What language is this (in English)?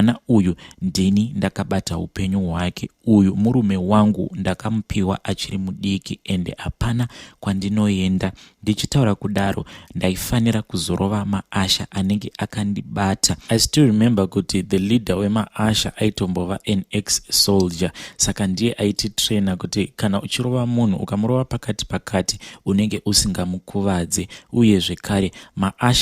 Shona